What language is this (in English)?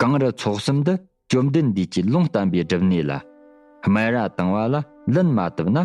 Tibetan